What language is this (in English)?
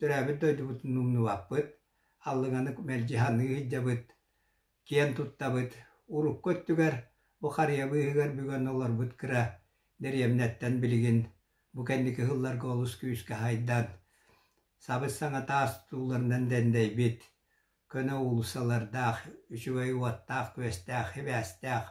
Yakut